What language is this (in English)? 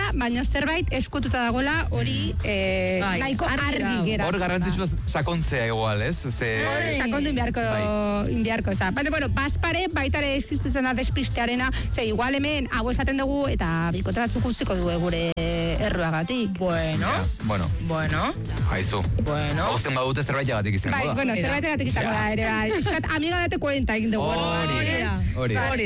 Basque